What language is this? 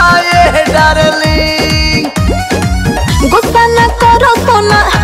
Bhojpuri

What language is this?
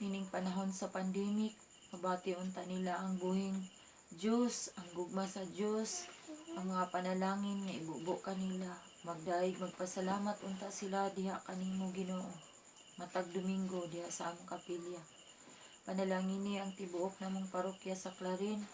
Cebuano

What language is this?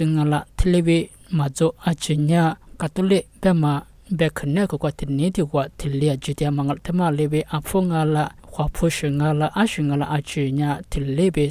Lisu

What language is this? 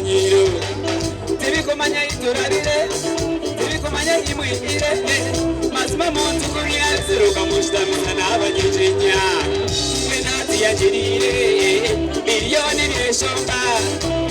Nyankole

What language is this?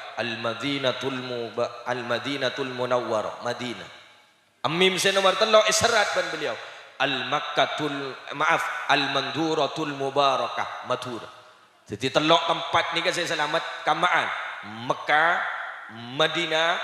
Madurese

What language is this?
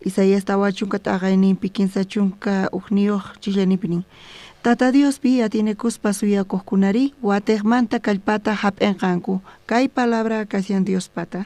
South Bolivian Quechua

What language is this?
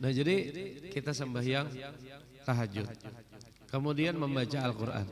Banjar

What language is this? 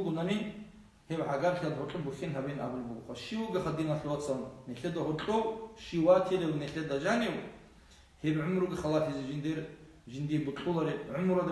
Avaric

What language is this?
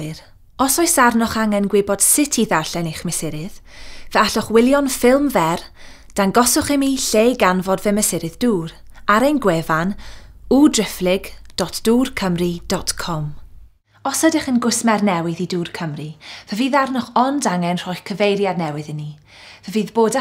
Welsh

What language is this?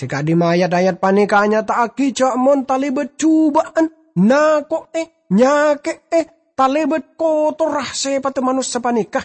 Madurese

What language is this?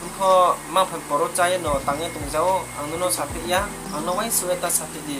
Riang (India)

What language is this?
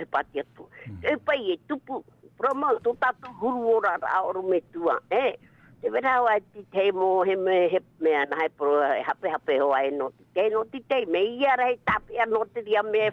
Tahitian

